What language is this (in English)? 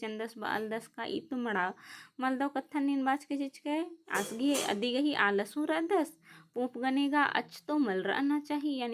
Kurukh